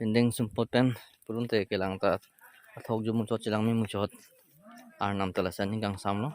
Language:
Karbi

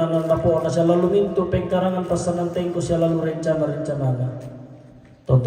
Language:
Toraja-Sa'dan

